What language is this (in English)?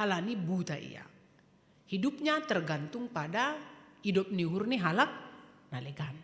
Batak Simalungun